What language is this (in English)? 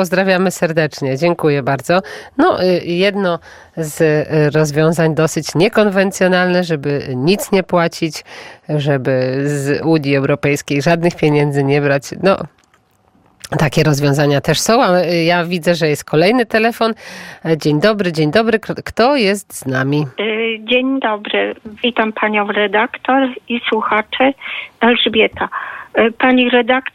Polish